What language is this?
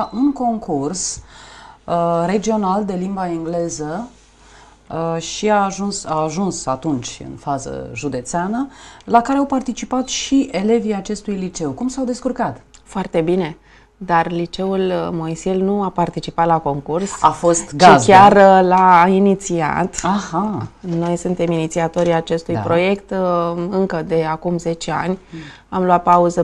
Romanian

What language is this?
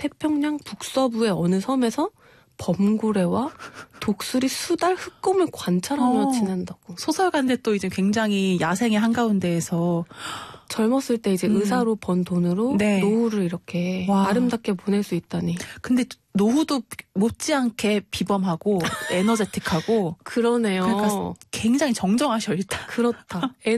Korean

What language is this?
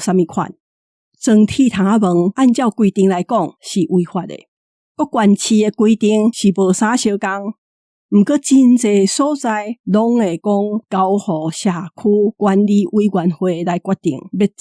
Min Nan Chinese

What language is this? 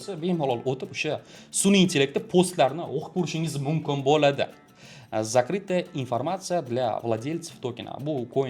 Uzbek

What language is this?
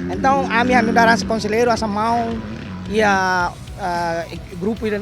Tetum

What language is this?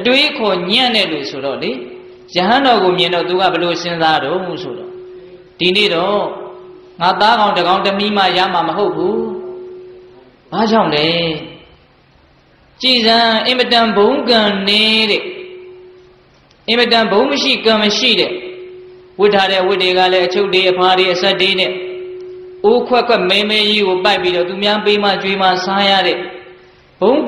Burmese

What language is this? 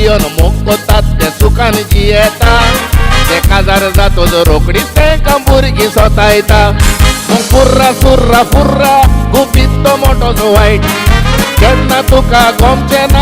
Konkani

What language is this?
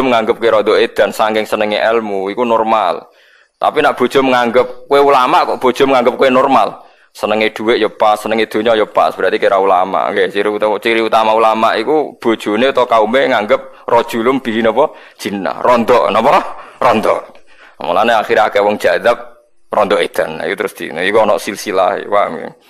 Javanese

